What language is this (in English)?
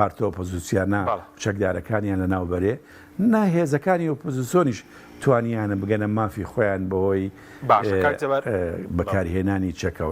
Central Kurdish